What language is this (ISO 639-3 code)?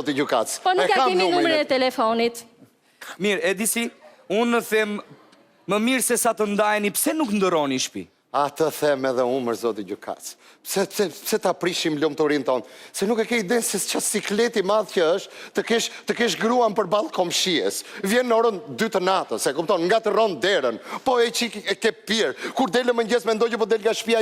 sqi